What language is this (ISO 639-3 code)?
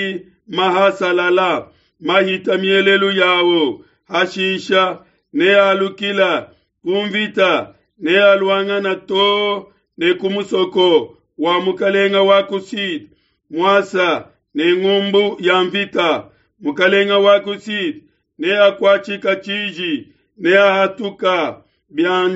lua